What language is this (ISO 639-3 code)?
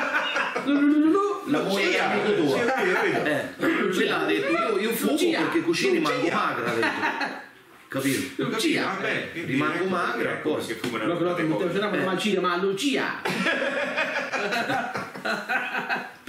ita